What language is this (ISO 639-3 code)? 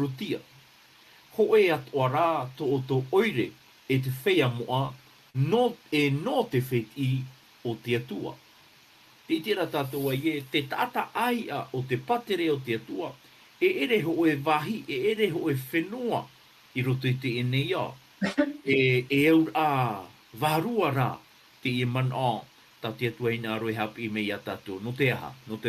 tah